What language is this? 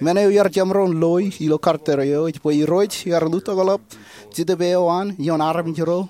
Marshallese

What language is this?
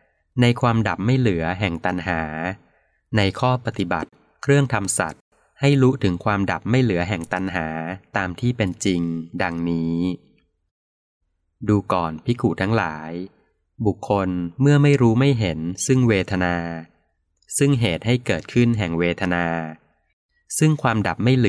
Thai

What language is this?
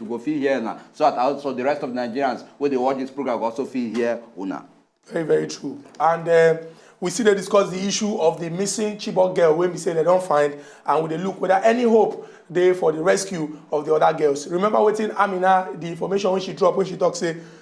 Nigerian Pidgin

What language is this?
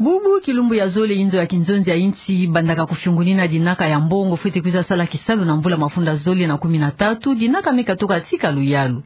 Kituba (Democratic Republic of Congo)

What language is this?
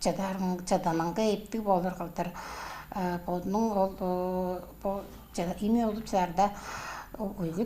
Tuvinian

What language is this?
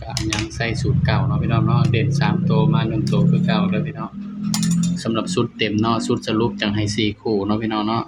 Northeastern Thai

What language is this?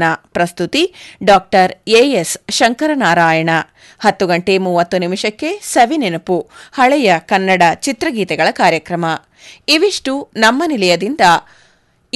Kannada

